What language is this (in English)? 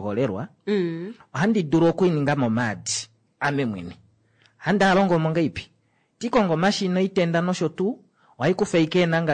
Kuanyama